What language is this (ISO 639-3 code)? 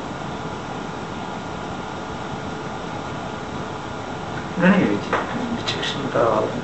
guj